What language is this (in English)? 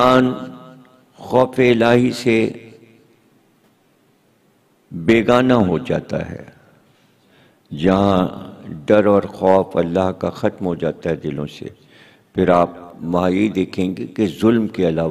Urdu